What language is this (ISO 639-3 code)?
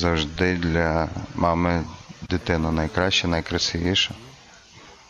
ukr